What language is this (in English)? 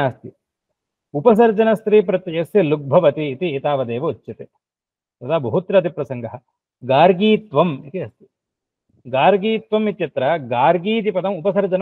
Sanskrit